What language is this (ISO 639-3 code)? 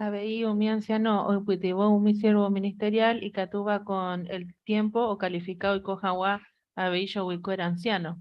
grn